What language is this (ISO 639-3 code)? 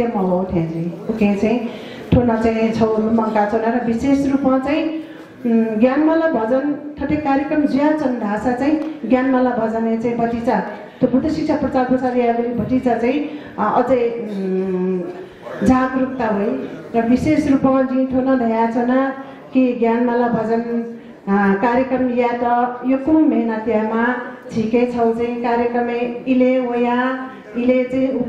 new